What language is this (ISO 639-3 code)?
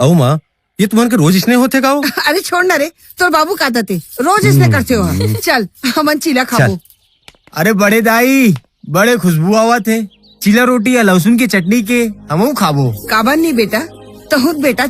hne